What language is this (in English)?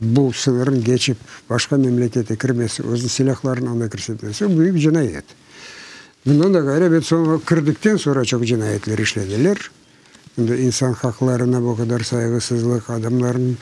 Crimean Tatar